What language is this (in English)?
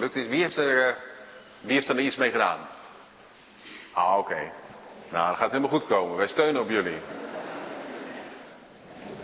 Dutch